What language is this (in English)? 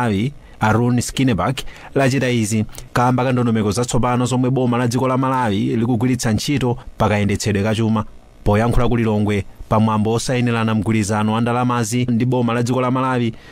Nyanja